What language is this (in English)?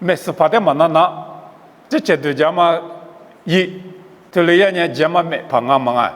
Lisu